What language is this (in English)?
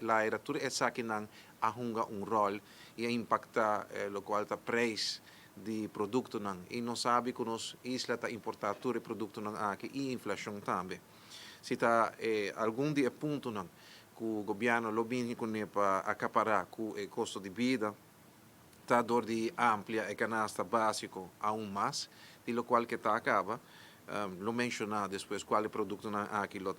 Papiamento